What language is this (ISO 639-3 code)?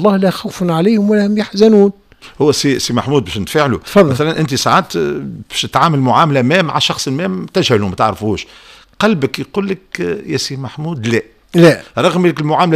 aeb